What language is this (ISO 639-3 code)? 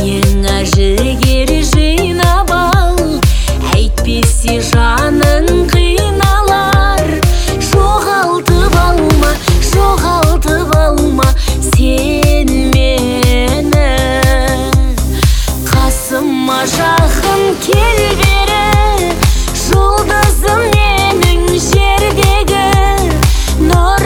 kaz